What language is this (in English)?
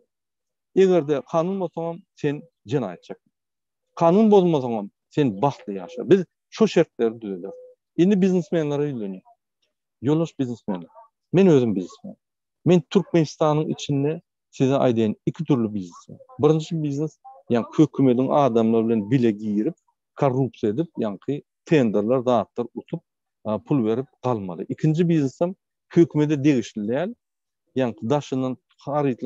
Turkmen